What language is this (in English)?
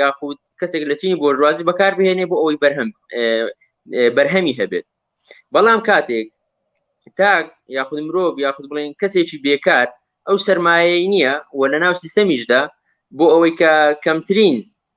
Central Kurdish